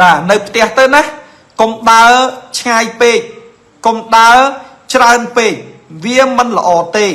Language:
Khmer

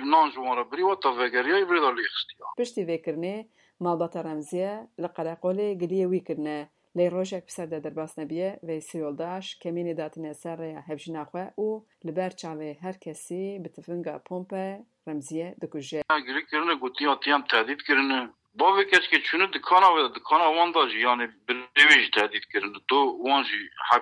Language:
Kurdish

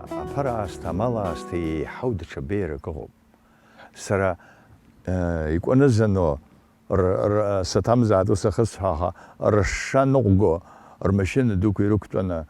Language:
Abkhazian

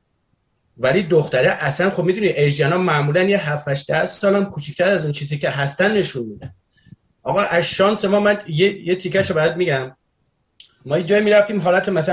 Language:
Persian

